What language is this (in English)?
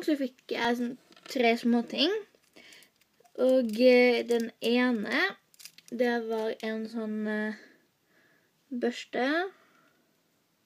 Norwegian